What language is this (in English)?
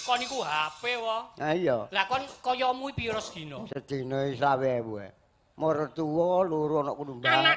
Javanese